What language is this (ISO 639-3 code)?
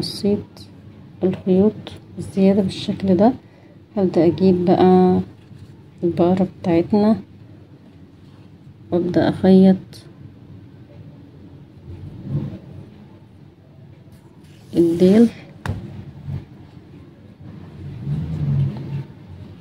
arz